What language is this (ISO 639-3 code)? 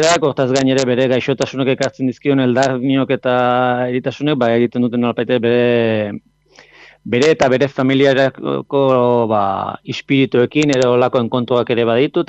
eus